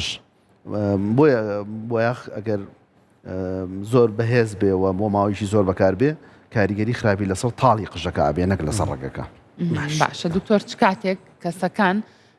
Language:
Central Kurdish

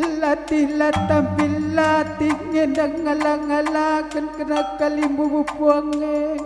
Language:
Batak Karo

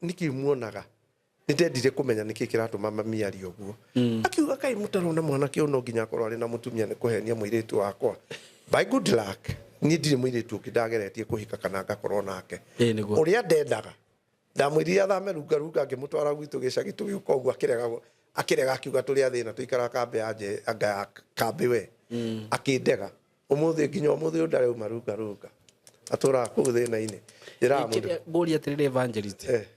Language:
Kikuyu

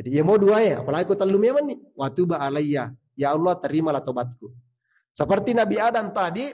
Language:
Buginese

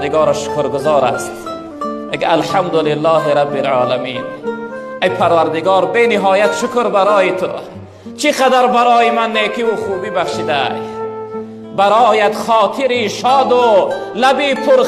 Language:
Tajik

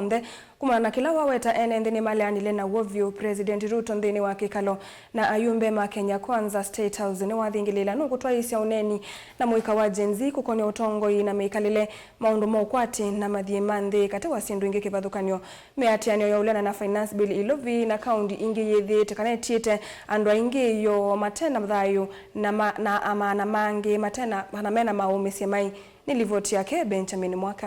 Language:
Kamba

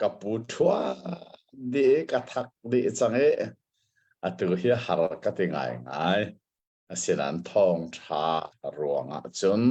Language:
Hakha Chin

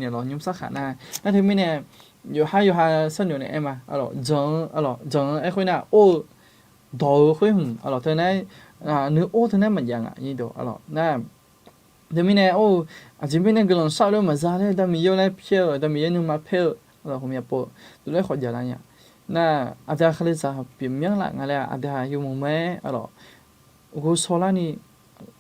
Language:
Akha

